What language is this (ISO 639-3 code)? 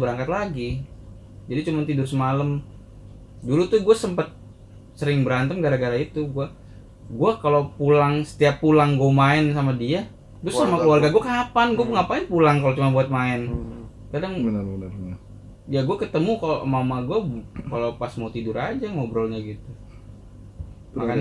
ind